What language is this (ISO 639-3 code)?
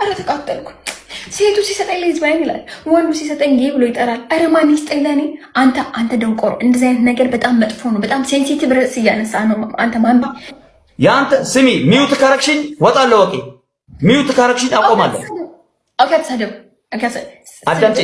amh